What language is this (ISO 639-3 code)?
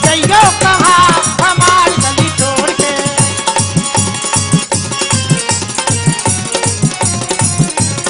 bho